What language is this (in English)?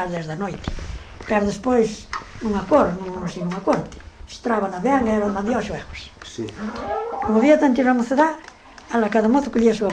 Galician